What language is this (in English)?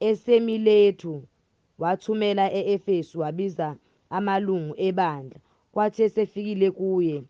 Zulu